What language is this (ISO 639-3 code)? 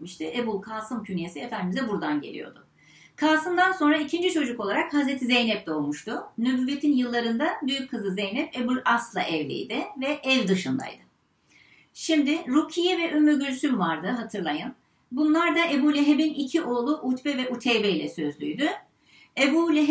tur